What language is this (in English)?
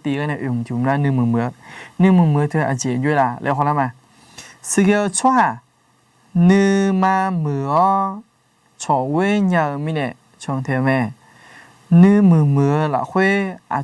Akha